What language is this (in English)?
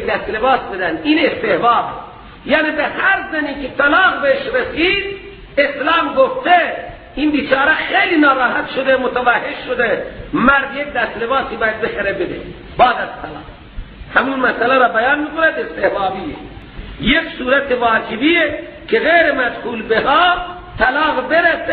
Persian